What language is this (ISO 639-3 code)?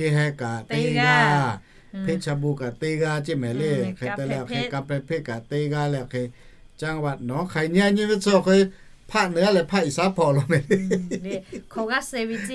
lhu